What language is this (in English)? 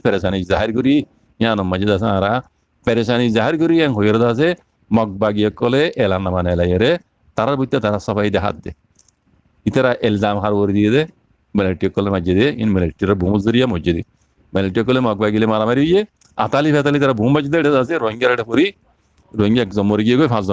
Rohingya